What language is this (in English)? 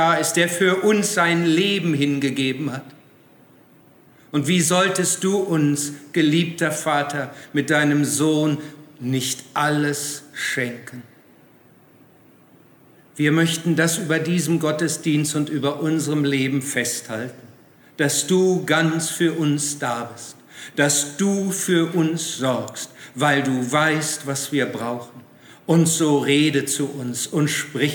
German